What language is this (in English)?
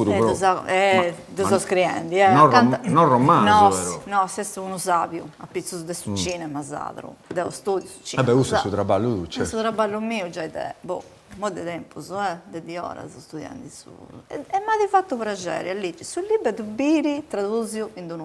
Sardinian